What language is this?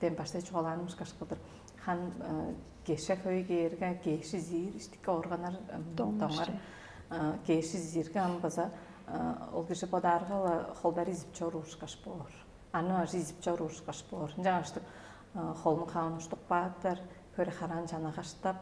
Tuvinian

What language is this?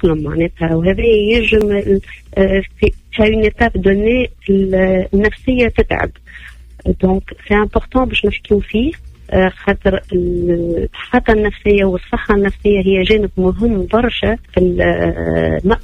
Tunisian Arabic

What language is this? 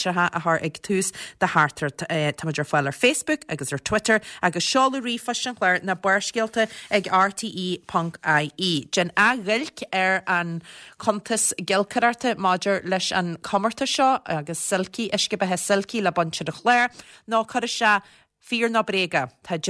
Irish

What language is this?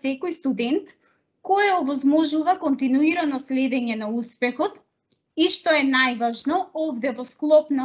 Macedonian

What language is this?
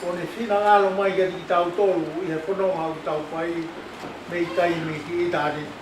Tongan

